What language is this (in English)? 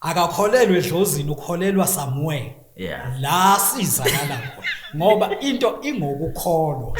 Zulu